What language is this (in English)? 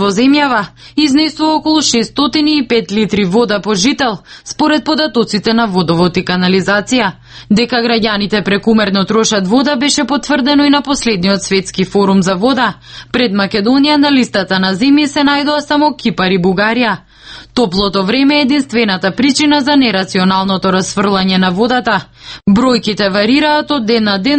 Macedonian